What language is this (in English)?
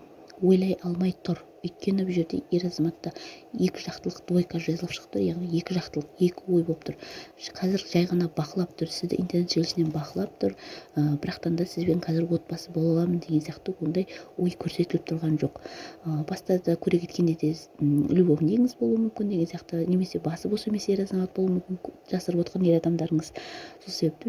Kazakh